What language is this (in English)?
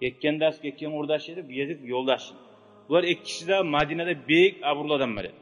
Kumyk